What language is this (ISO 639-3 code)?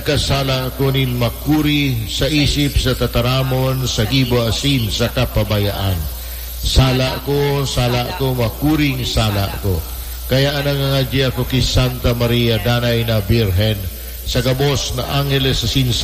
bik